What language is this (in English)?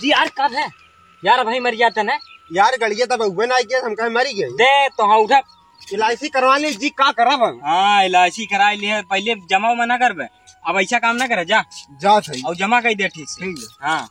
Awadhi